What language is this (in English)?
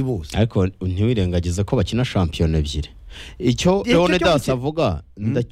Kinyarwanda